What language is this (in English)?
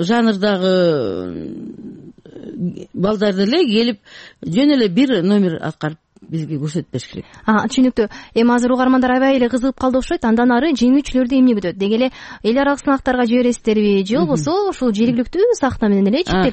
Kyrgyz